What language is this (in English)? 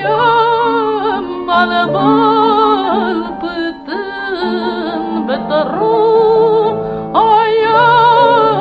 Tatar